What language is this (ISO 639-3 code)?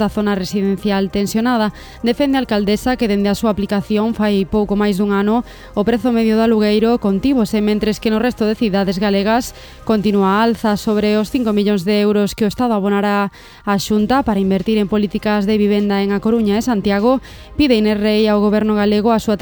glg